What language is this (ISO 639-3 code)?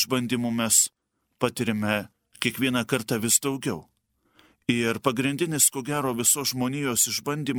lit